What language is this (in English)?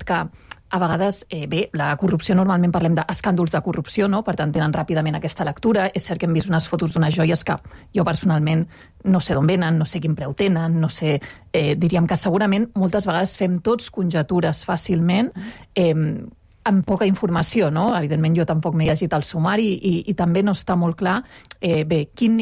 Catalan